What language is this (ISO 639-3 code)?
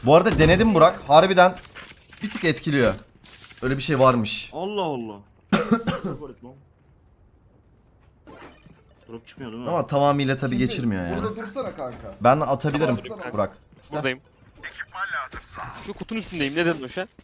tur